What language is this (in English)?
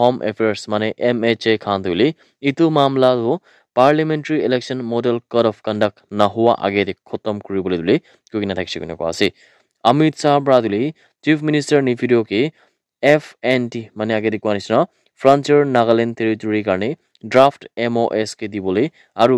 Naga Pidgin